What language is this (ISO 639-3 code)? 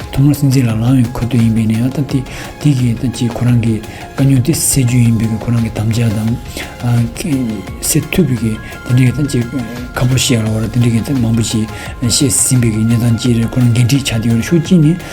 bod